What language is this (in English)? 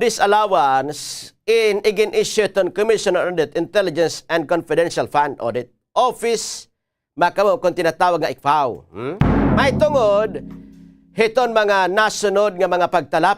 Waray